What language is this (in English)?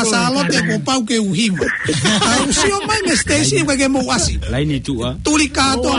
Tongan